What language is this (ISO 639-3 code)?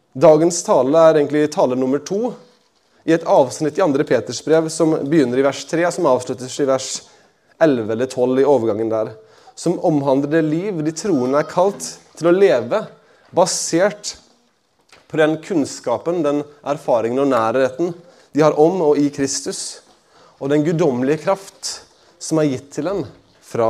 nor